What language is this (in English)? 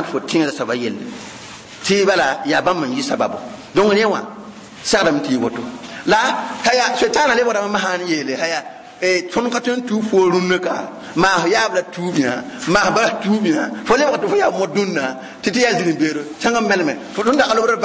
Mossi